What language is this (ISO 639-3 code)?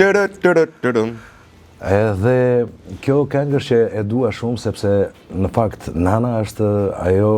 sqi